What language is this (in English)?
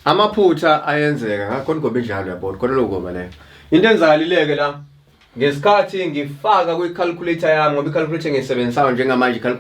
Zulu